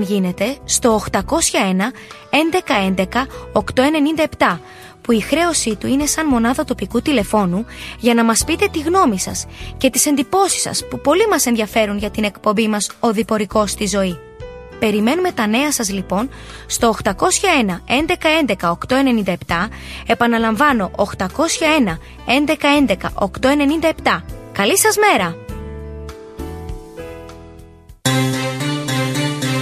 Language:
Greek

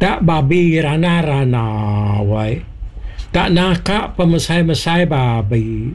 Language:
Iban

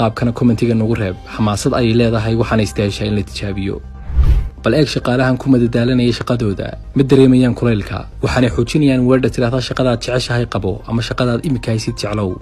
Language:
Somali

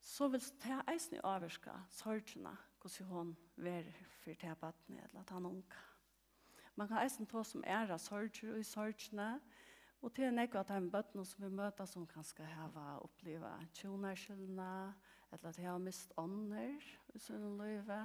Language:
Faroese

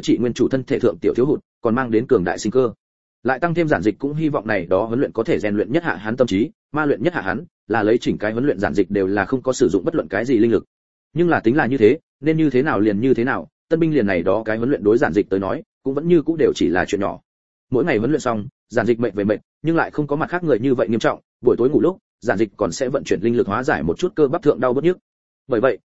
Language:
Vietnamese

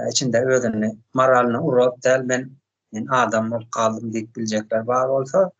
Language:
Turkmen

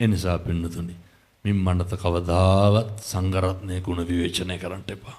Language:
Sinhala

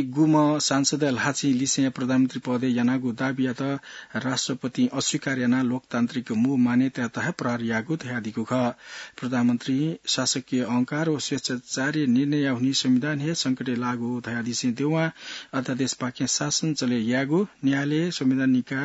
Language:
Newari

